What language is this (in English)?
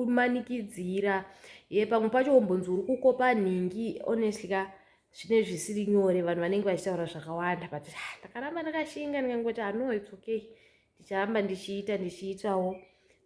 Shona